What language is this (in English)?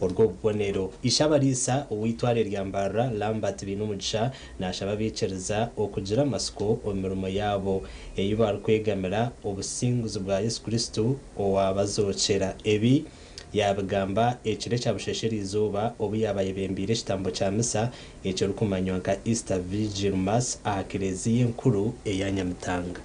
Nyankole